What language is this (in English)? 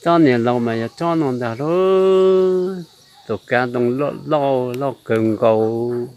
Hmong